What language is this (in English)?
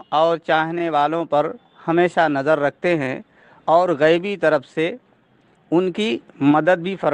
Urdu